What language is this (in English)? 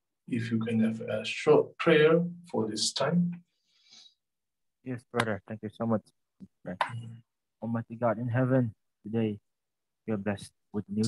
English